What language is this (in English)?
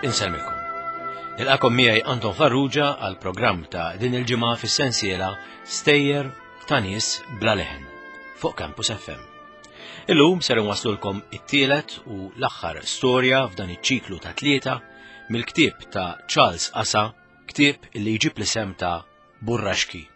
Maltese